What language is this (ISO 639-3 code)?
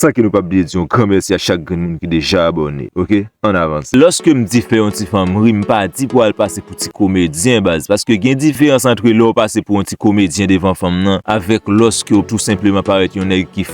hat